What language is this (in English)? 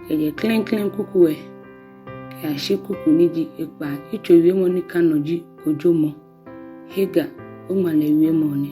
Ga